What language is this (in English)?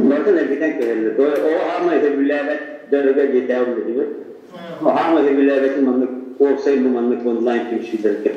Yakut